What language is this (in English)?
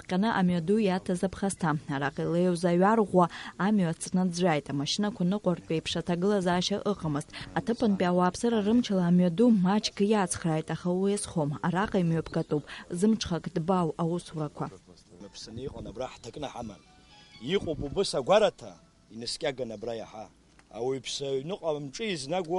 Abkhazian